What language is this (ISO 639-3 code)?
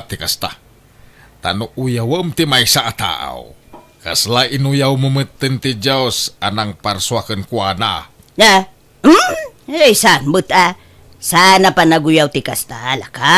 ilo